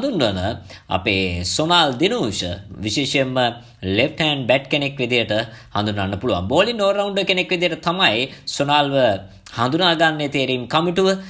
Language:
Sinhala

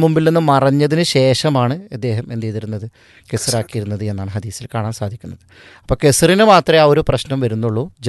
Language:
Malayalam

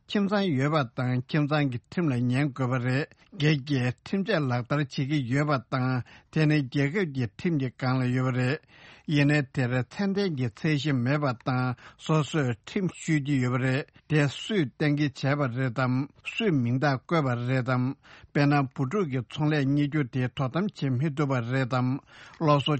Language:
Tibetan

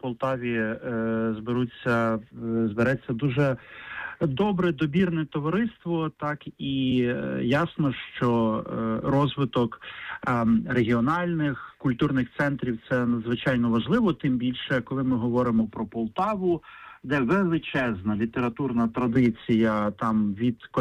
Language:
Ukrainian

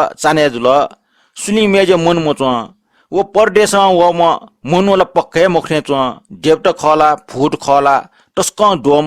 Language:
Newari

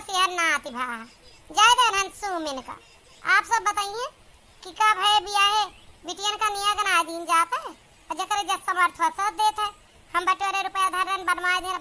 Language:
Awadhi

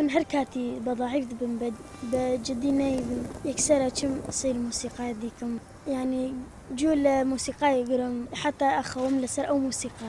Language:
Kurdish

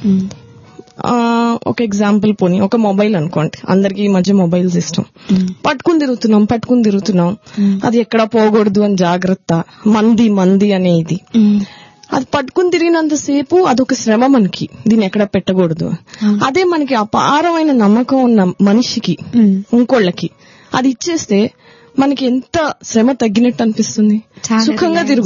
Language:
Telugu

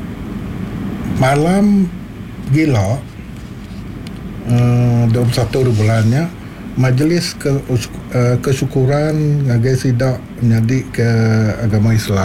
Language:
Iban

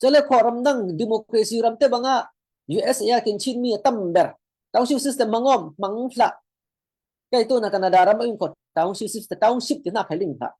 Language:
Falam Chin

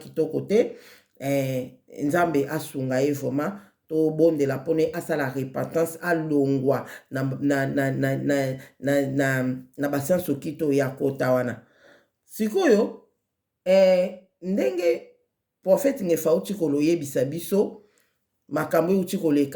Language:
Lingala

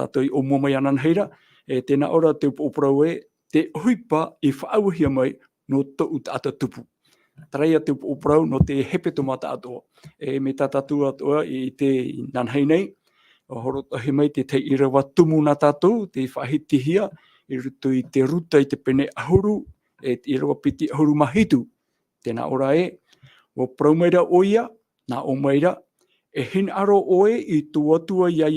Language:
Tahitian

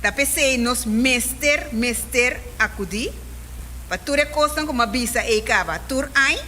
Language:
Papiamento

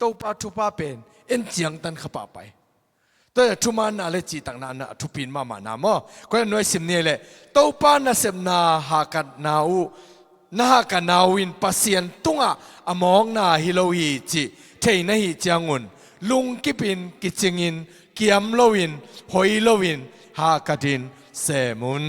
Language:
Tedim Chin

